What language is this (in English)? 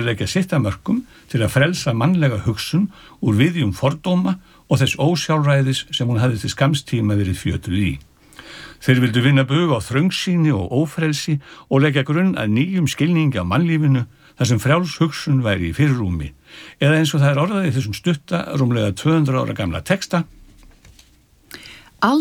Icelandic